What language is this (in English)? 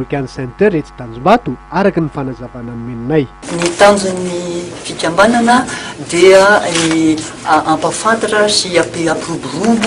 Malagasy